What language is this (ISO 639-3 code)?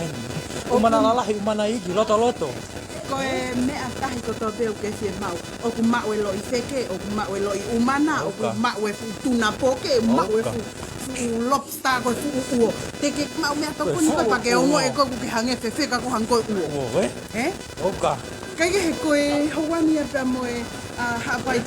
ton